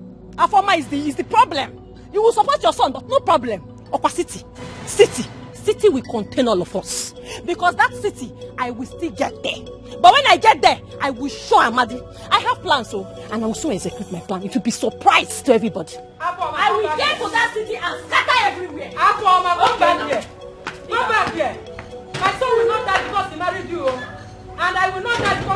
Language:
Nigerian Pidgin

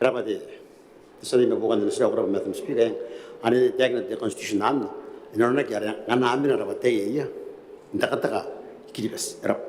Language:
Gilbertese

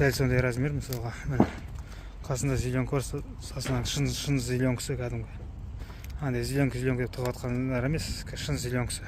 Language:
Kazakh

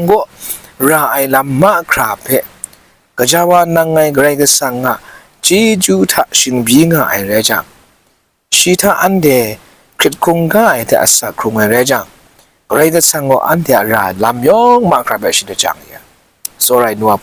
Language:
Kachin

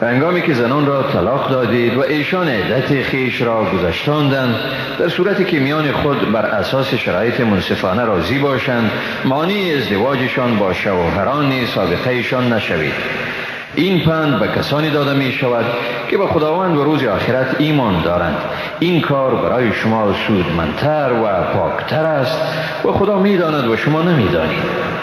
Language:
Persian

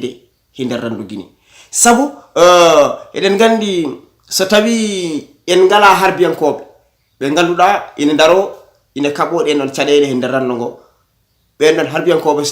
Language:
Fula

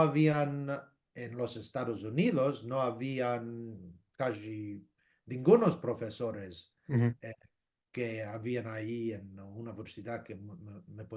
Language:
Ladino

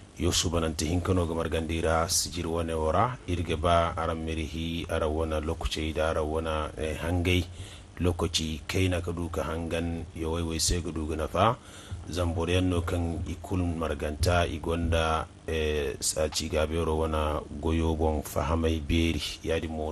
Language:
Zarma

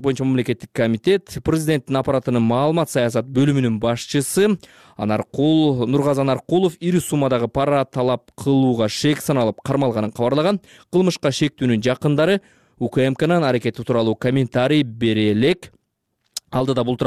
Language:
Kyrgyz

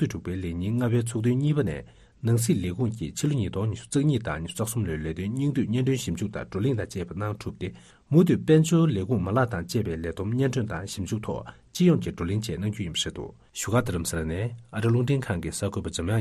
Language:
Tibetan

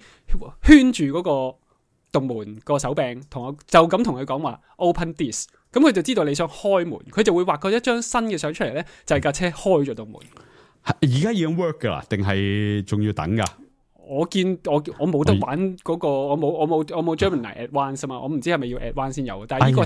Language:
Cantonese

